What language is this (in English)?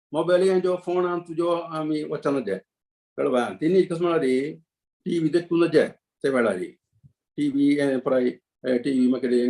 Konkani